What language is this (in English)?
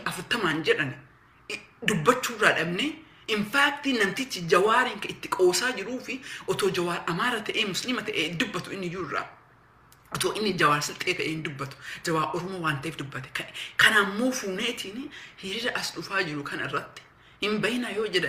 Oromo